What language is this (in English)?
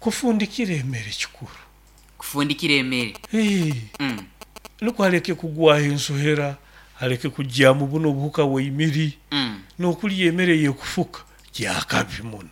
Nyoro